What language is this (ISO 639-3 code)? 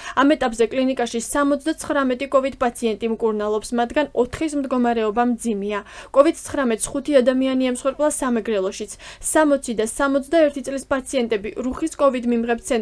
kat